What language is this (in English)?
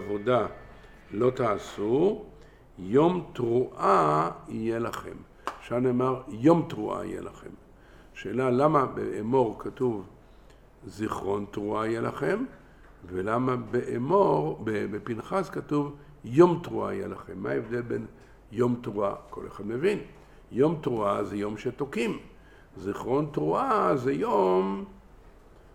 Hebrew